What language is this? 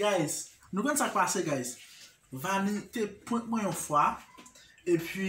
Haitian Creole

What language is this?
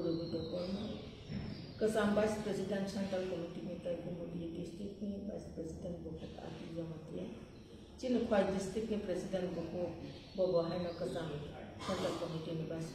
Kok Borok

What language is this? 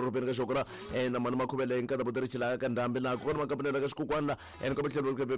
Tsonga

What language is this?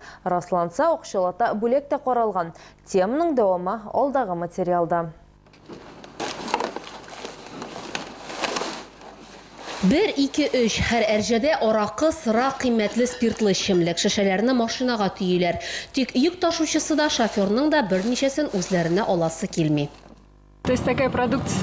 Tatar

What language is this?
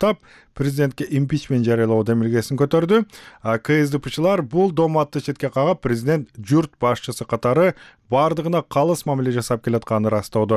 Kyrgyz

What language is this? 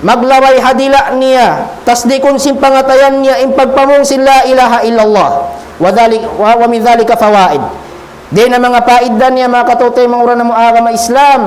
Tausug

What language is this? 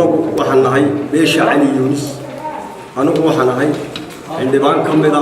Somali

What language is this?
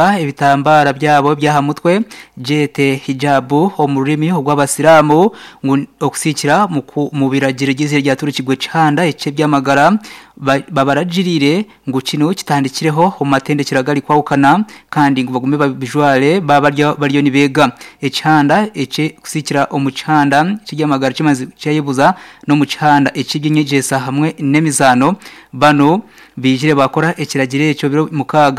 Nyankole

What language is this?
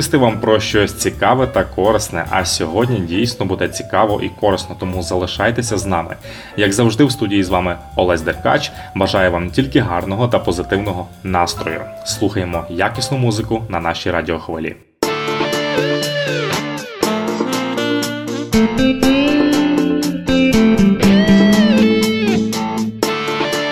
Ukrainian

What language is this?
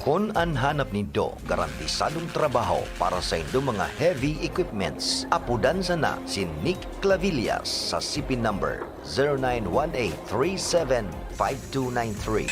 Bikol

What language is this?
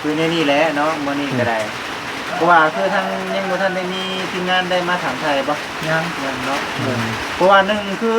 Northeastern Thai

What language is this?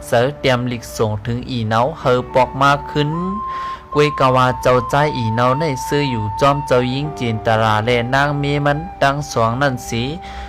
Shan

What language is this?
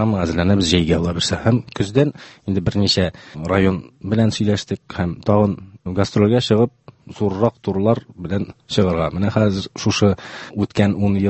Tatar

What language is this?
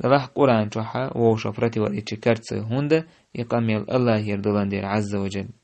Chechen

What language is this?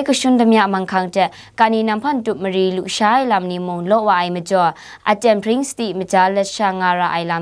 Kachin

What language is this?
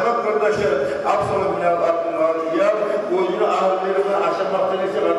Kumyk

